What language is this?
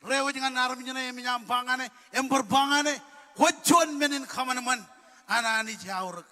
Marshallese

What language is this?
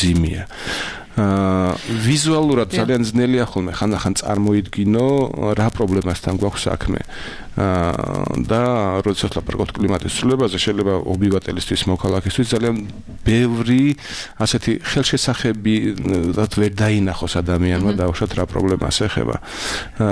Georgian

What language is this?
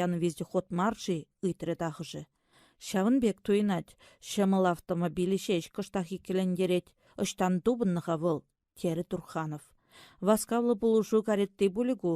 Chuvash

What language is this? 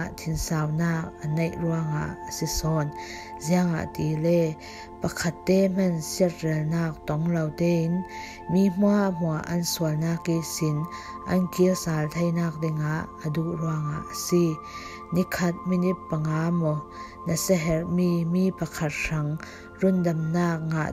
Falam Chin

